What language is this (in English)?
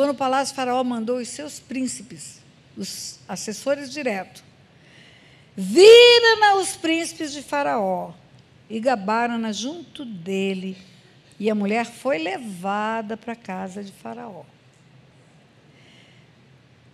Portuguese